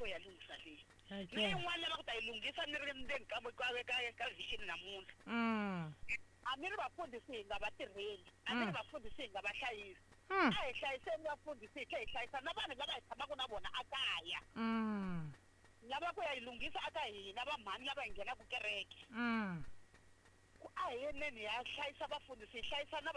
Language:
Tsonga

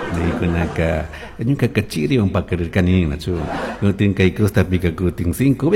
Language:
Chimborazo Highland Quichua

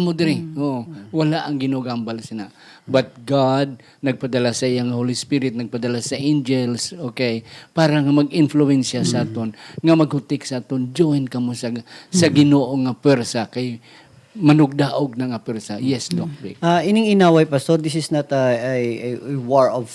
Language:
Hiligaynon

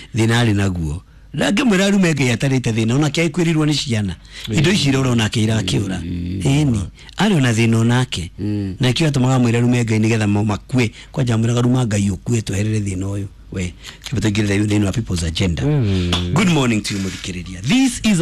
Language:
Kikuyu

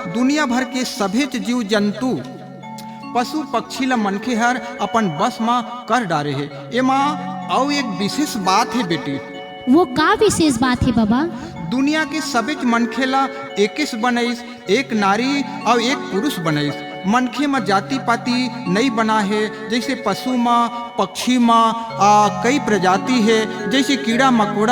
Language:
Chhattisgarhi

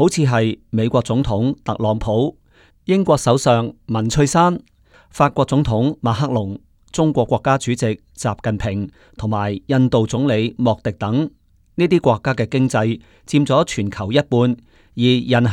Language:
Cantonese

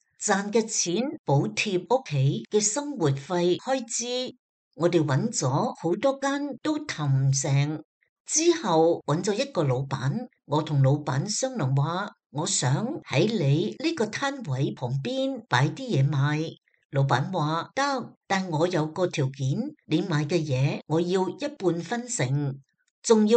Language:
Cantonese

